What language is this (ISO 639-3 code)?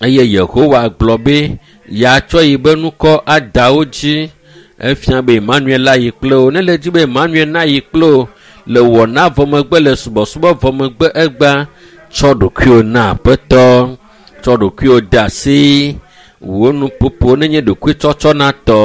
ewe